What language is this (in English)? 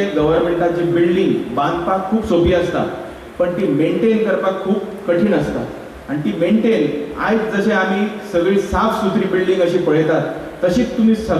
Konkani